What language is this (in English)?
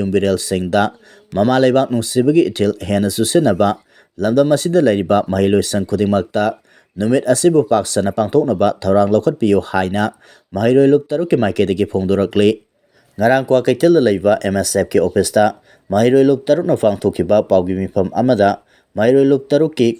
Manipuri